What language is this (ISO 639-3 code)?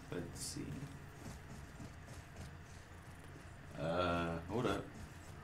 eng